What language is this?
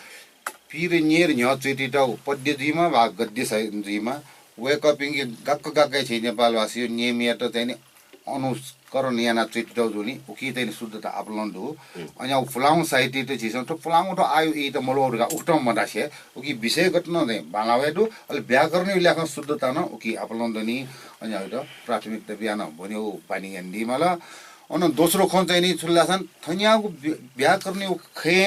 Newari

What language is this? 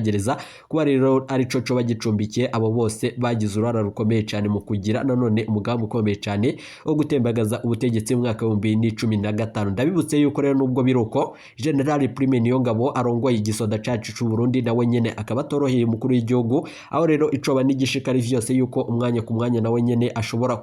Rundi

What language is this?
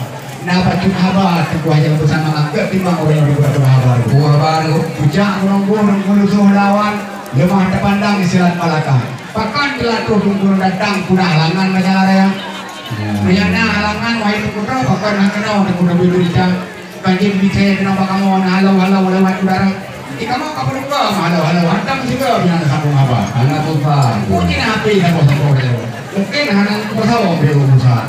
Achinese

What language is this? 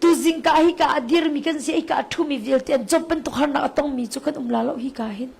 Hakha Chin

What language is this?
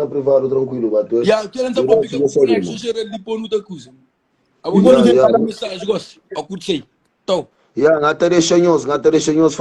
Kabuverdianu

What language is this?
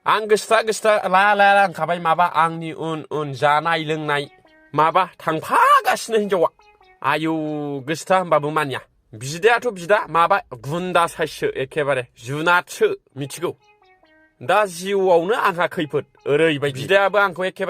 Bodo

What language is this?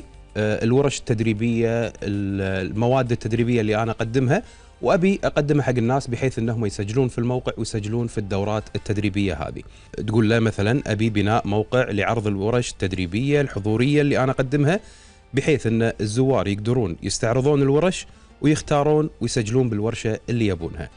Gulf Arabic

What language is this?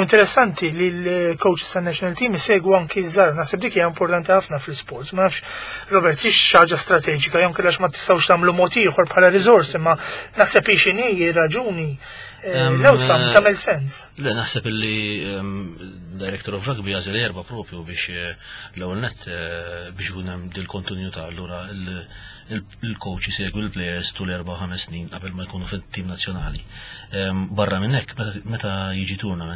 Maltese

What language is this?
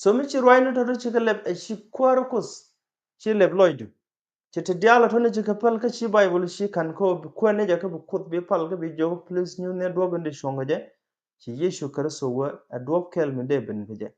Nuer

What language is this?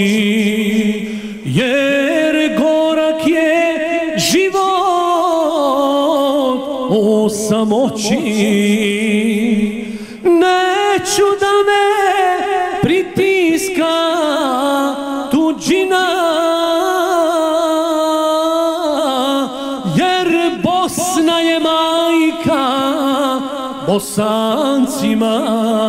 Bosnian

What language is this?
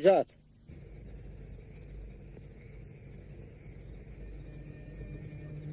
Arabic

